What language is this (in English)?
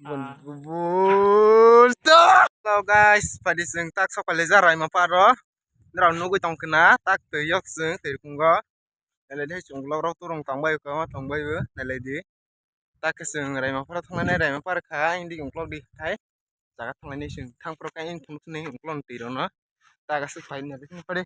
Kok Borok